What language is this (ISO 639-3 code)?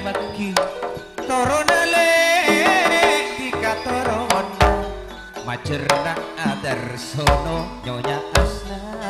mad